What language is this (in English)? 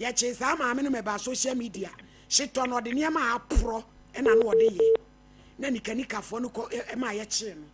Akan